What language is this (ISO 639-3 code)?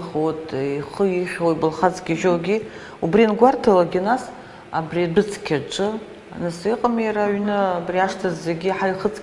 abk